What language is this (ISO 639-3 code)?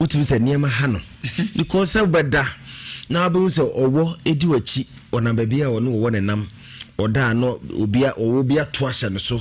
aka